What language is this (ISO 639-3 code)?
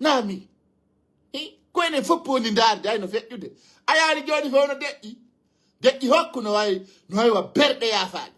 ful